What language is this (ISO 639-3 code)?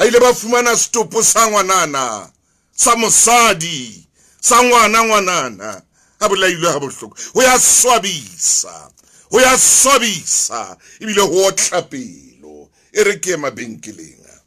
sot